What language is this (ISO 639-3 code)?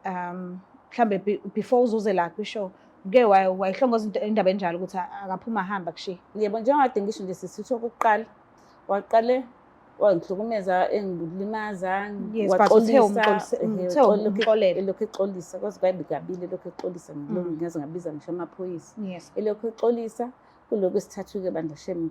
zul